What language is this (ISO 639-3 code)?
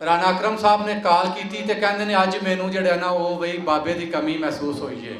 lah